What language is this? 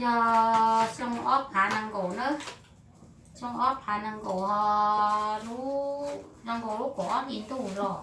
Hmong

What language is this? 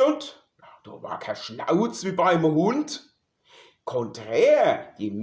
Palatine German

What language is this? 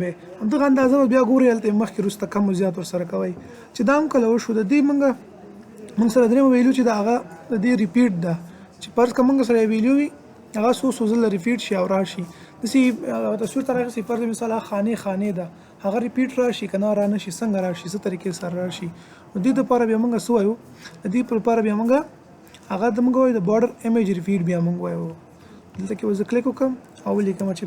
Pashto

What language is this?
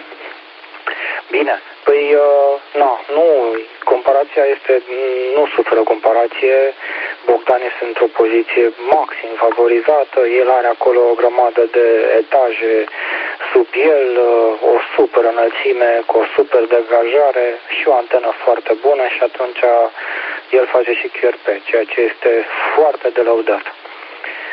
Romanian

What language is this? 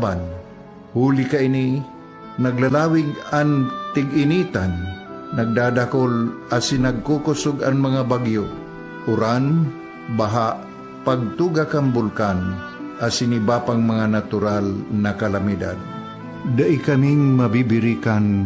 Bikol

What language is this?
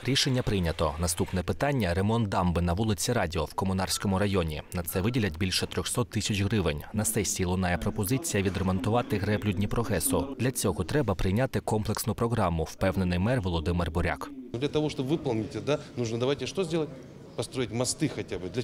Ukrainian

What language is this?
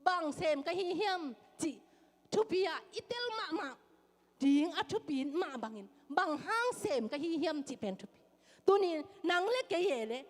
Tedim Chin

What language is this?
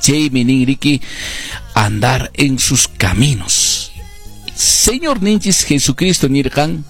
Quechua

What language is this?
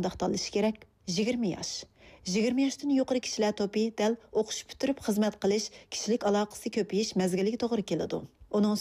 Uyghur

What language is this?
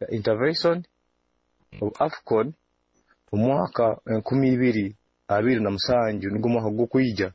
Nyoro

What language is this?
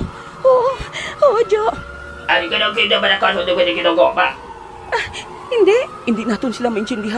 Hiligaynon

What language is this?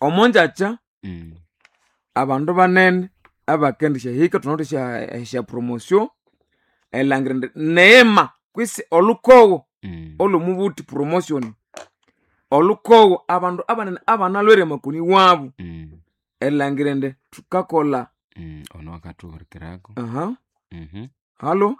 Nande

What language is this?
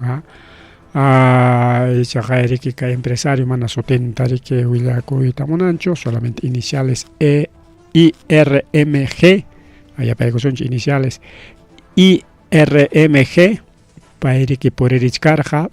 Ayacucho Quechua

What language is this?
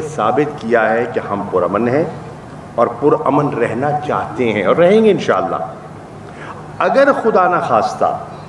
Urdu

